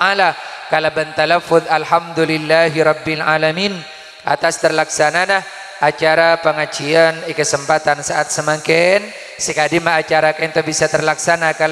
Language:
Madurese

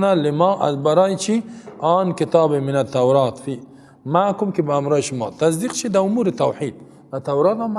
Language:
Persian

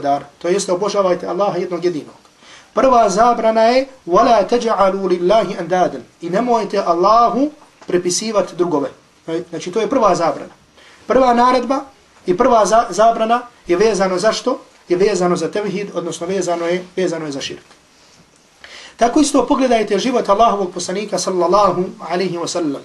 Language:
Bosnian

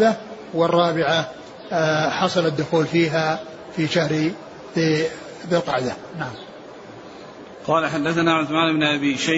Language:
Arabic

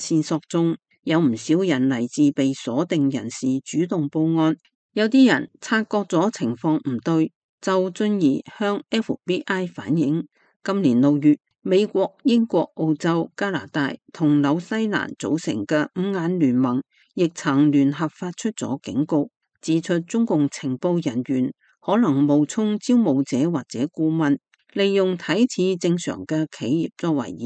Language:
Cantonese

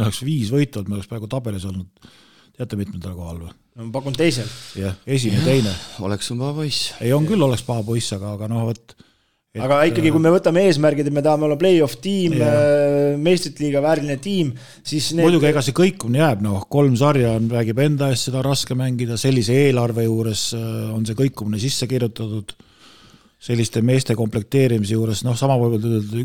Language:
Estonian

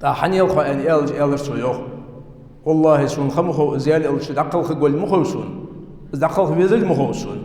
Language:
Ingush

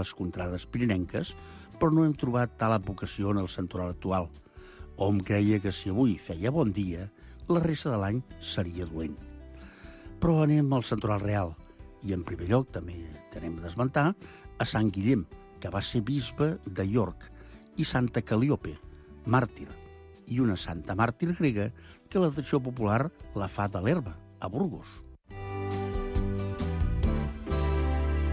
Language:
Catalan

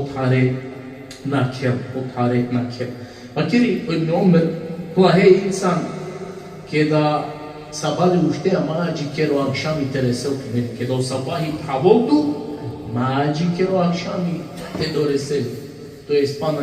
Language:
Balkan Romani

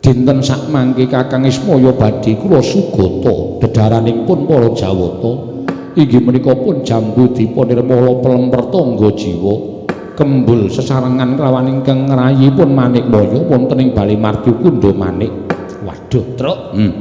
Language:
Javanese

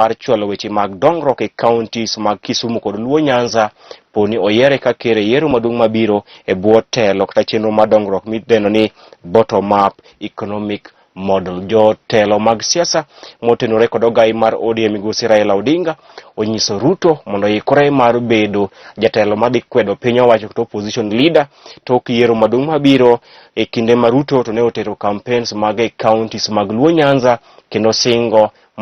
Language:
Luo (Kenya and Tanzania)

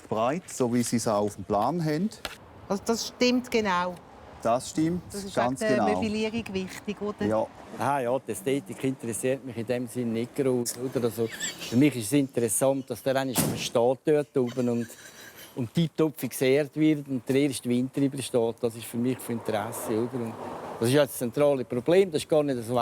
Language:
Swiss German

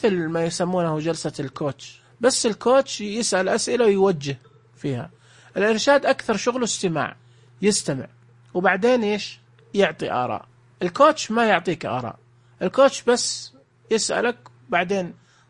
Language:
Najdi Arabic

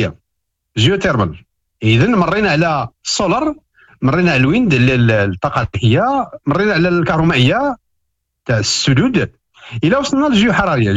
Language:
Moroccan Arabic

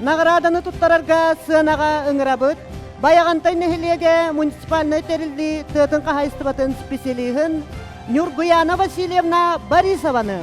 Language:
Yakut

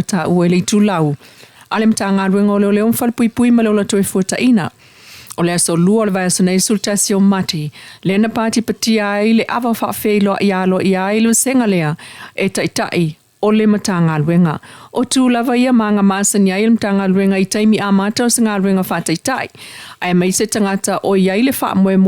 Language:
Samoan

